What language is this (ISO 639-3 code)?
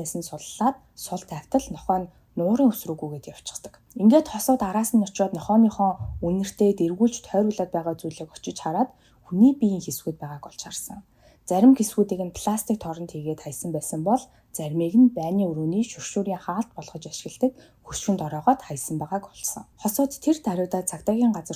mon